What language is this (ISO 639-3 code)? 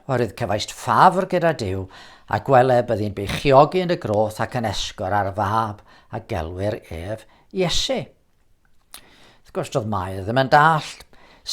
cym